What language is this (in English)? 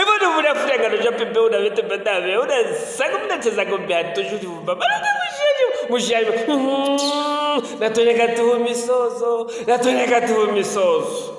Luvale